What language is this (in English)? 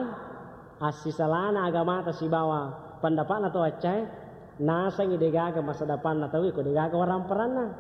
Buginese